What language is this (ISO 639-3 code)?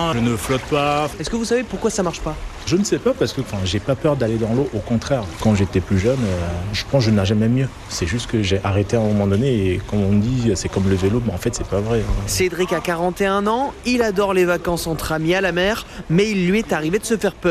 fra